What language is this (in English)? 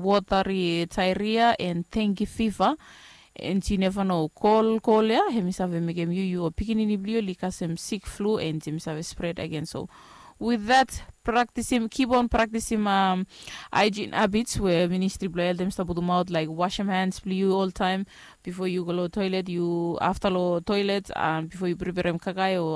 Bislama